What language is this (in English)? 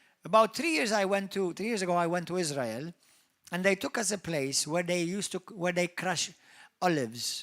English